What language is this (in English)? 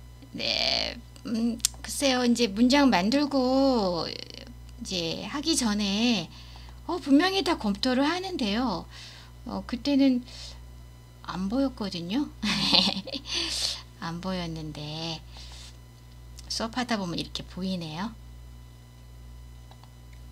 Korean